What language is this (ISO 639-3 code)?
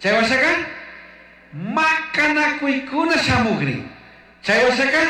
qug